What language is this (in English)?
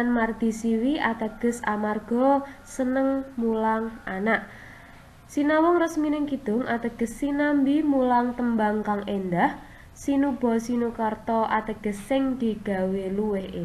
Javanese